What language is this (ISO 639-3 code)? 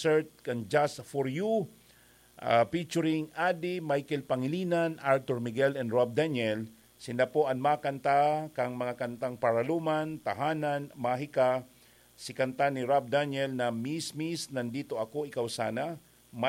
bik